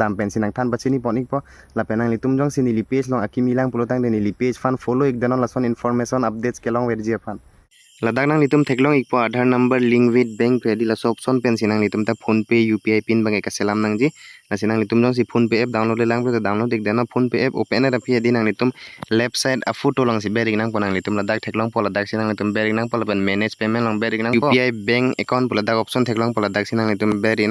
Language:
Karbi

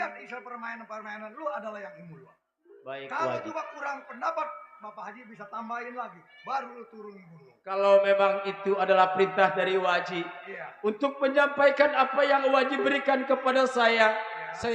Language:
Betawi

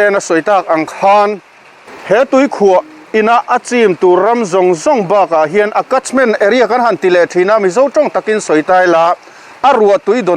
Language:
Mizo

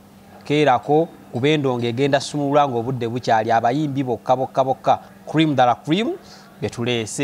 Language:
Ganda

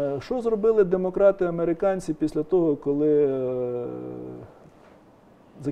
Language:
Ukrainian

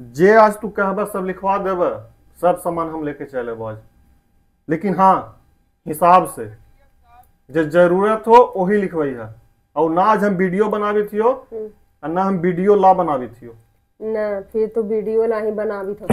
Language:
Magahi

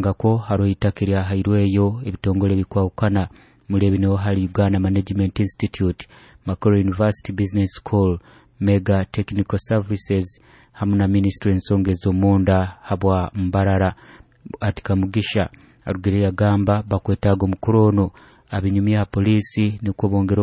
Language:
Nyoro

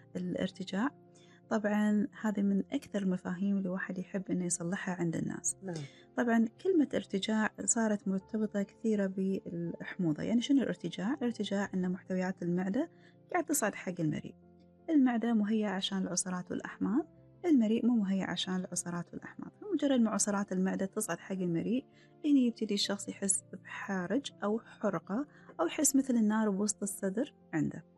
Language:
Gulf Arabic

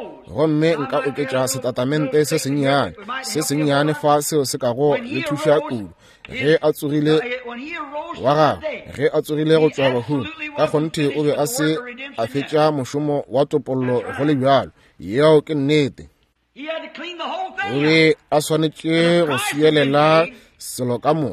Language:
Northern Sotho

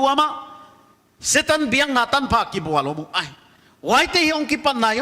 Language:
Paite Chin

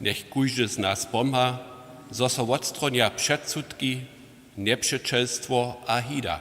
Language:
Upper Sorbian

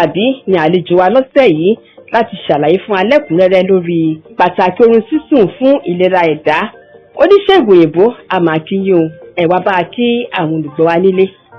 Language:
Yoruba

